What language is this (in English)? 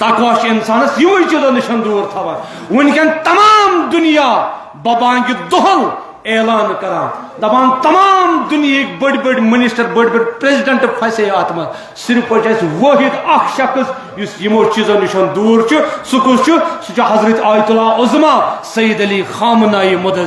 Kashmiri